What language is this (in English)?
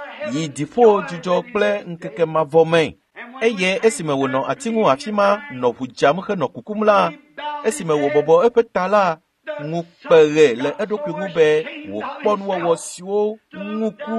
Ewe